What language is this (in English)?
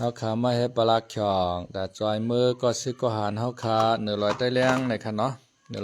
Shan